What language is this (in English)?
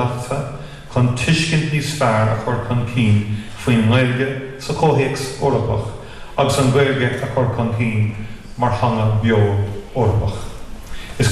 Irish